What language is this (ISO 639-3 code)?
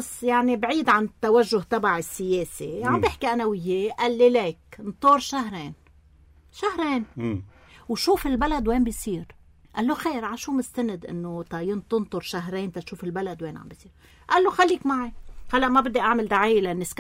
apc